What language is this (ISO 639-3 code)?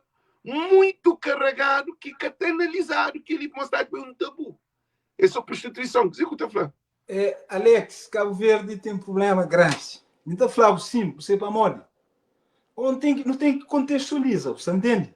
kea